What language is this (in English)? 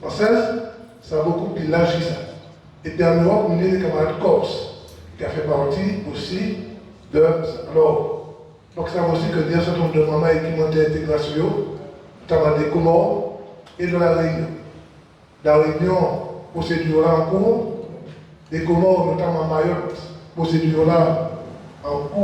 Guadeloupean Creole French